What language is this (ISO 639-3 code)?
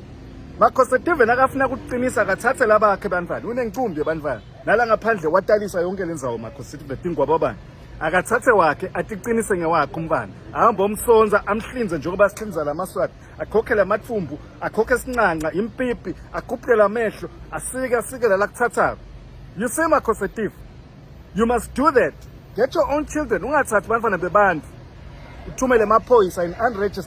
zul